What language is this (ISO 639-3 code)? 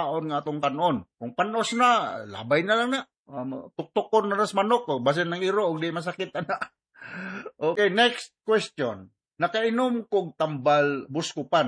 ceb